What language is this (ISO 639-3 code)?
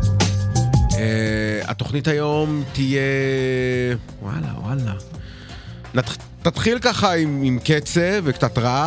heb